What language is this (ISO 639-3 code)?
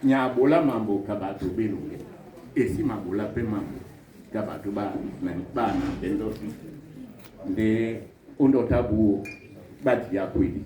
dua